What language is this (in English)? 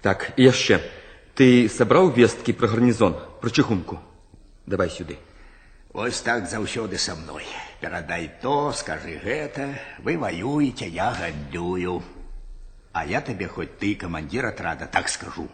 Belarusian